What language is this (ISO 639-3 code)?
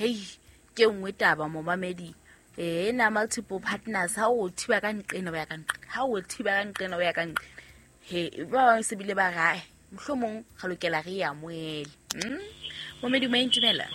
sot